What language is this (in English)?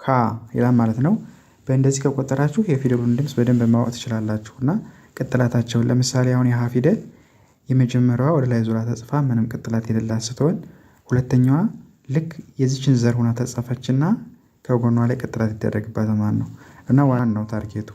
Amharic